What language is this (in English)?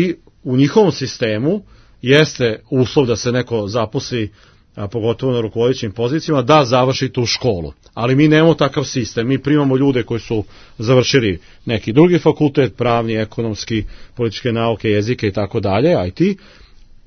Serbian